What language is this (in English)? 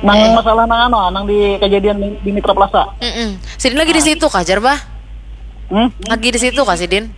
Banjar